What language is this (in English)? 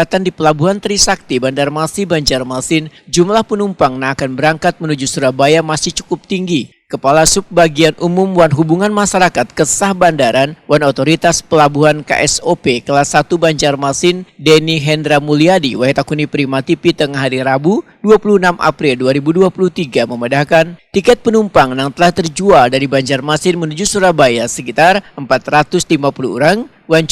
Banjar